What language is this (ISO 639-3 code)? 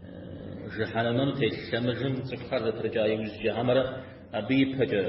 kbd